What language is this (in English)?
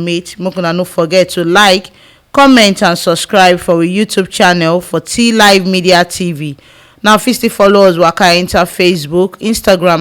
Nigerian Pidgin